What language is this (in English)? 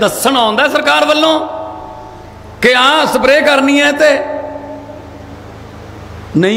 Punjabi